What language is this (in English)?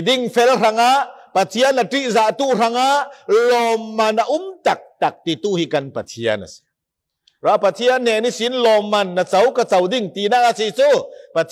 Falam Chin